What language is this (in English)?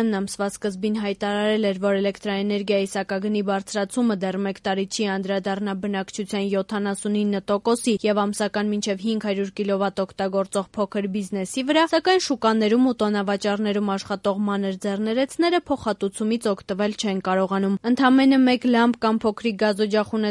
Armenian